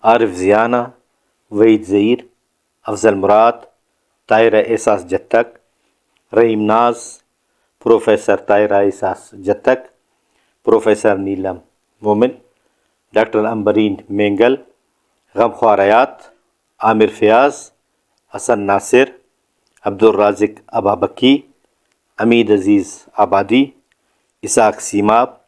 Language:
Brahui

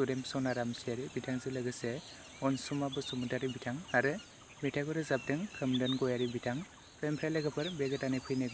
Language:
Bodo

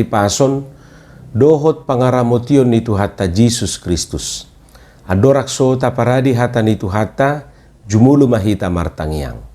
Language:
Batak Toba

